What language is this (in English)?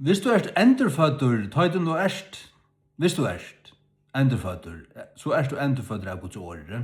Faroese